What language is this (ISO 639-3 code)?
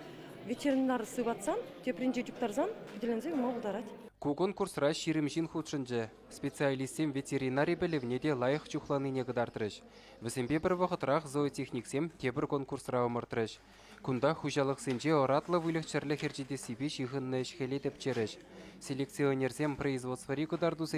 chv